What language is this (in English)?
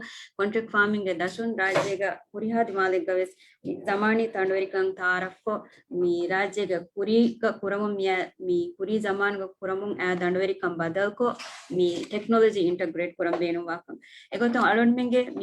Divehi